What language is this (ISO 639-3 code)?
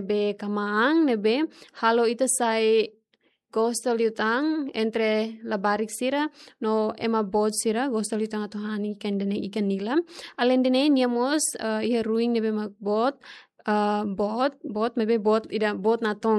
tet